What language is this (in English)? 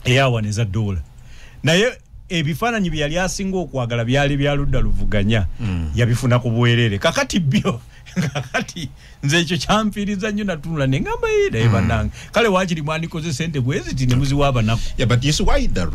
Ganda